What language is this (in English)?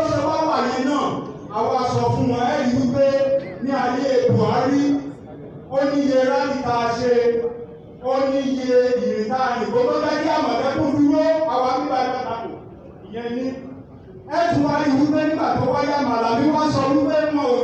Yoruba